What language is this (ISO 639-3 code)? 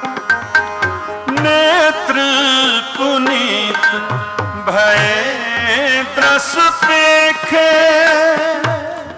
hin